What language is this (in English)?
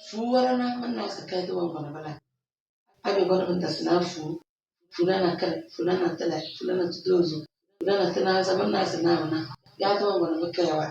Tem